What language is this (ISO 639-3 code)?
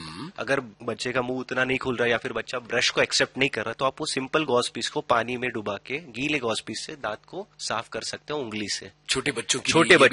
hin